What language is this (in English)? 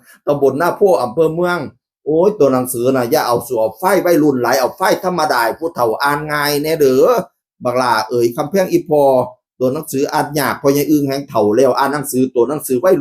Northeastern Thai